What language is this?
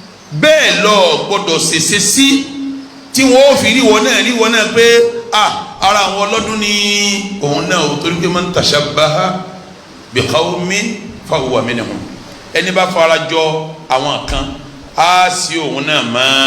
Yoruba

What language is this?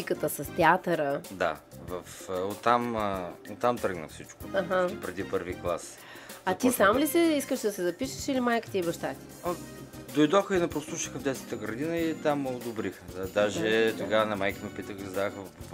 Bulgarian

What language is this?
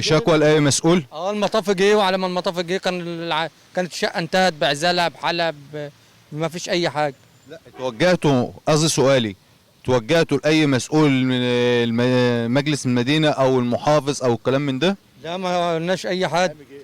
Egyptian Arabic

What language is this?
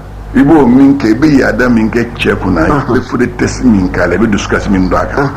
Bambara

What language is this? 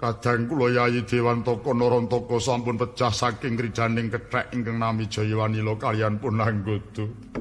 Javanese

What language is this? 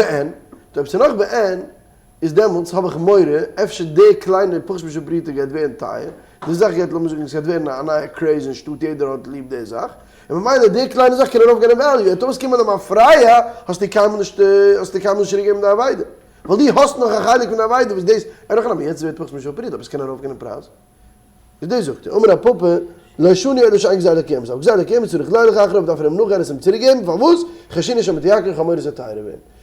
Yiddish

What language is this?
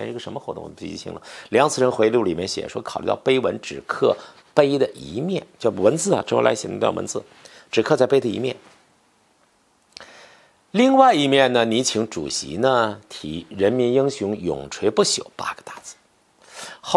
Chinese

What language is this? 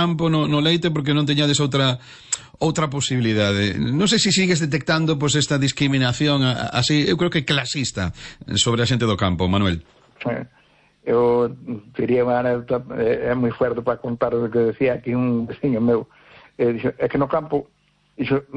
Galician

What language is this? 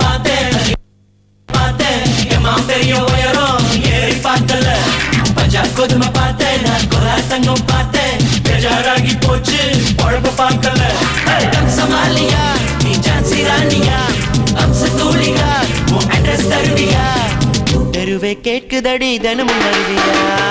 Tamil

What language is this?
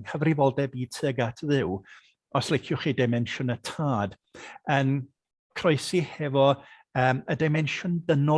Welsh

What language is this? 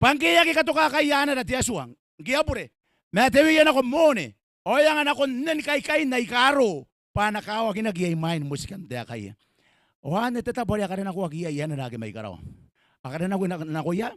Gilbertese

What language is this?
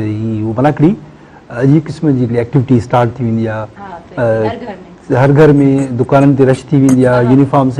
Sindhi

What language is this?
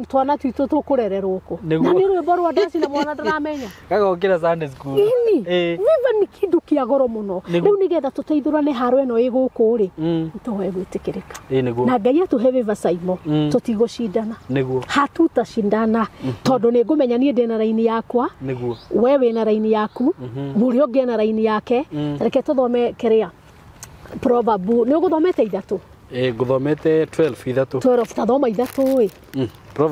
Kikuyu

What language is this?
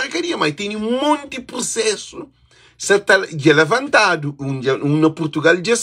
Kabuverdianu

